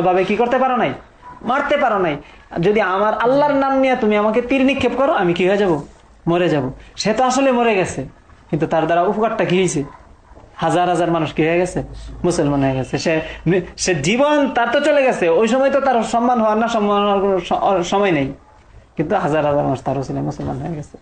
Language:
Bangla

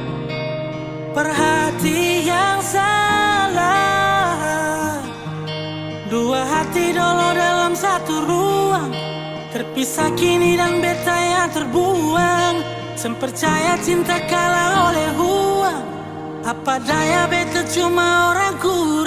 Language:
Indonesian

